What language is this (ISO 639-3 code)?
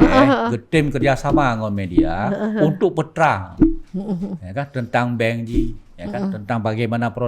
ace